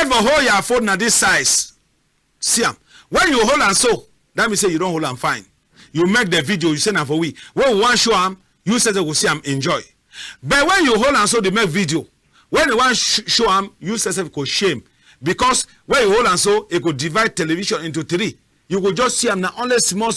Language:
Cameroon Pidgin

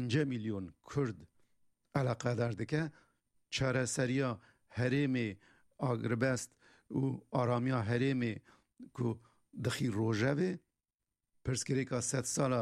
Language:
Kurdish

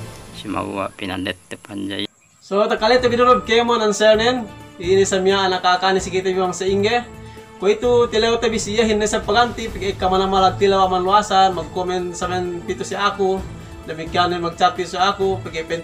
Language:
Yakan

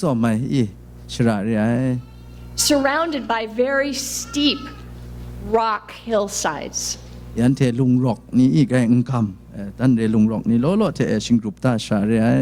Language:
Kachin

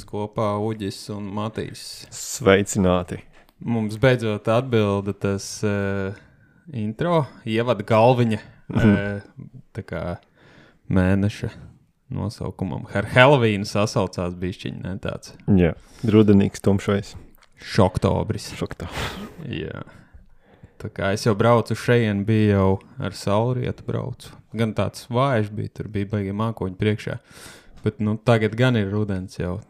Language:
Latvian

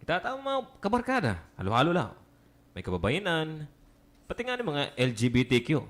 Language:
Waray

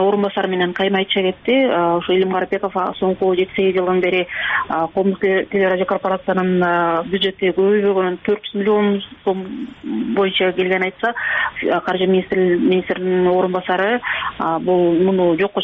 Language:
Kyrgyz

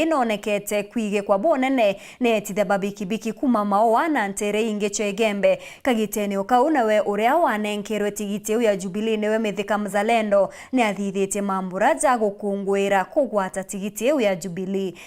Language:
Meru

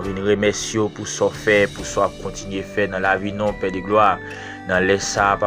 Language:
Haitian Creole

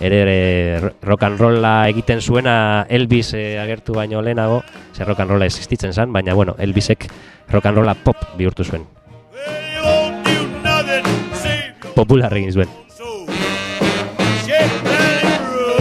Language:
Basque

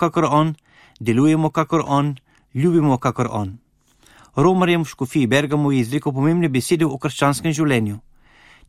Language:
Slovenian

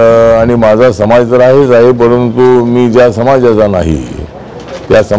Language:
Marathi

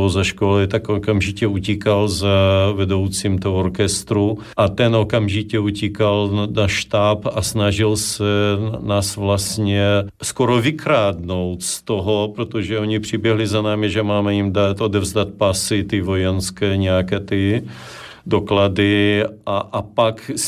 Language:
Czech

